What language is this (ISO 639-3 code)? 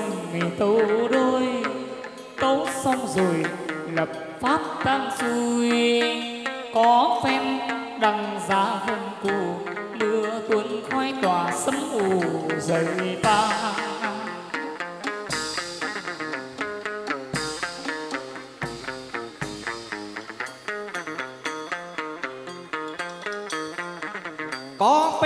vie